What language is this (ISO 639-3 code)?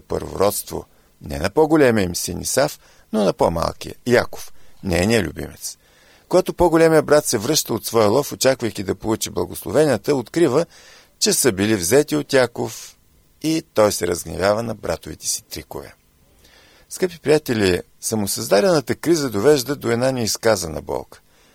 bul